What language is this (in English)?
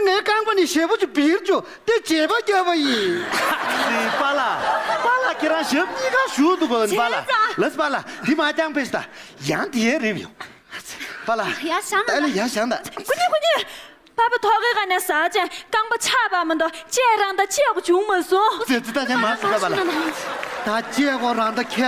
Tibetan